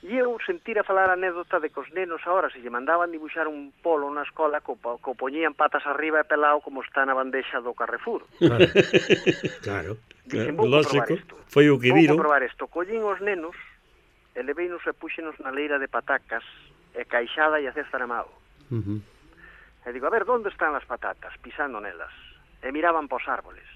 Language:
Galician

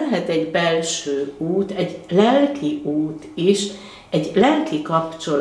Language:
Hungarian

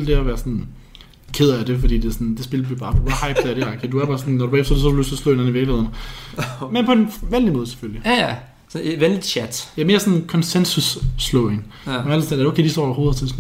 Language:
Danish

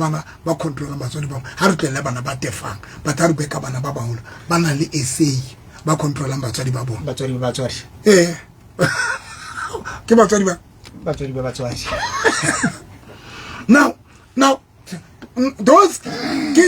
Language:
Southern Sotho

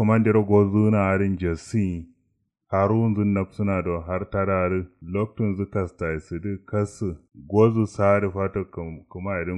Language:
Kanuri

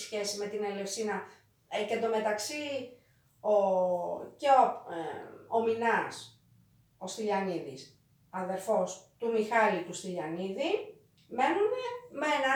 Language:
Greek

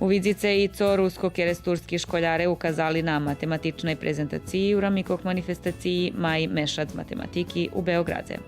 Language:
Rusyn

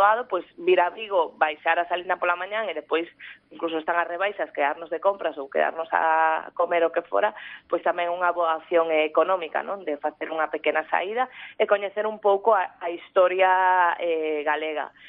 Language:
Galician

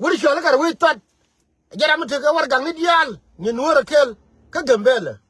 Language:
Nuer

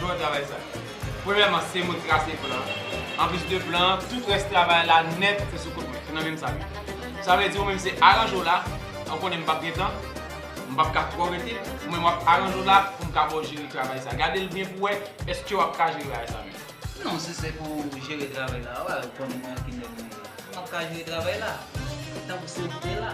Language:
Haitian Creole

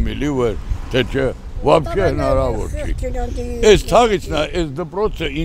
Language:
Armenian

